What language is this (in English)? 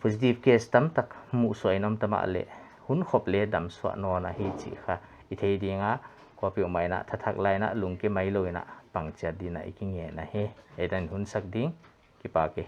Paite Chin